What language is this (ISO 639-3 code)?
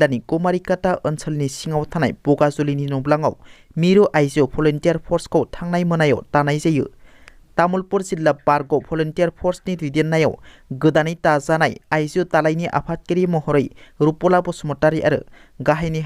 brx